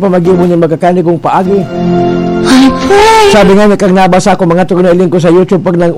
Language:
Bikol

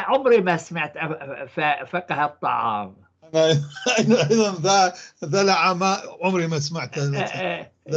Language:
North Levantine Arabic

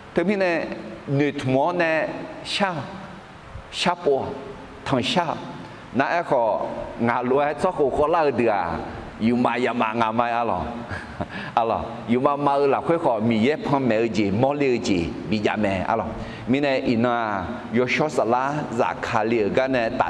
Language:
Akha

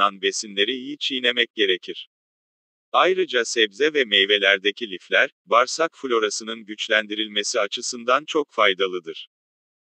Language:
Turkish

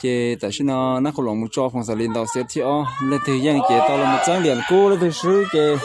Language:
Hmong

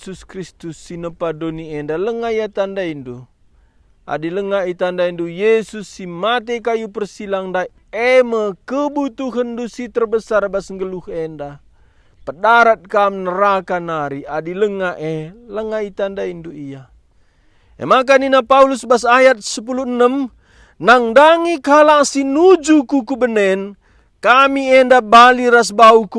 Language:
Batak Karo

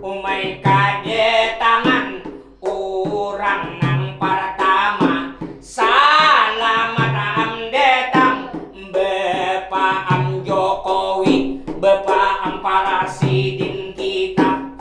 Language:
Banjar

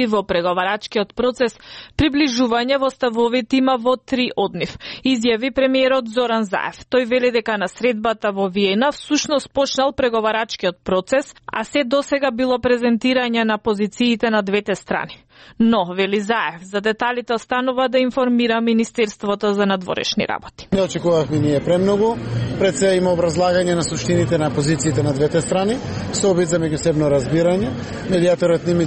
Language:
Macedonian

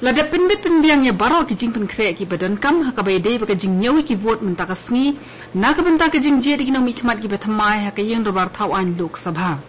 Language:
Khasi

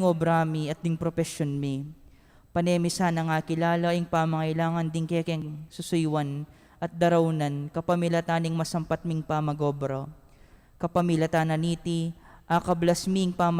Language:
Pampanga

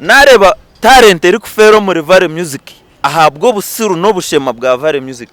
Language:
Nyankole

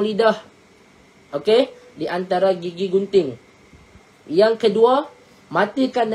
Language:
Malay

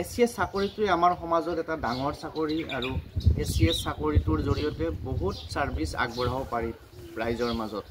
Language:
Assamese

